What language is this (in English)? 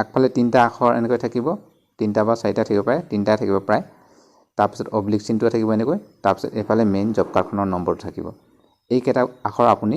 Assamese